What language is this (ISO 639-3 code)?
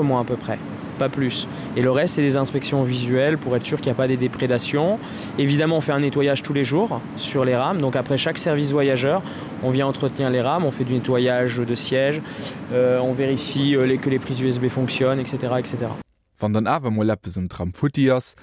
ltz